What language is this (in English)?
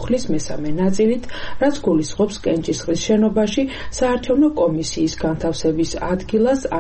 Georgian